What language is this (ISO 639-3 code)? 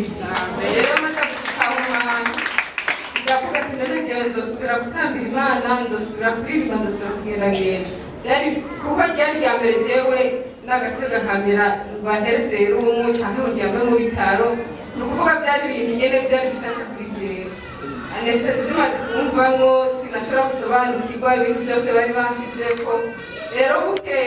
run